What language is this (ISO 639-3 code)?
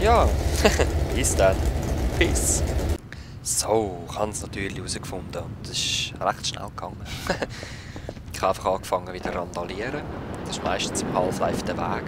gsw